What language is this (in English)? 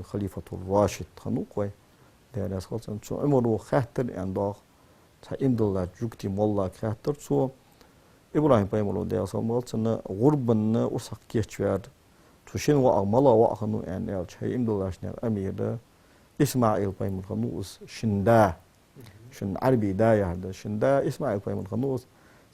Ingush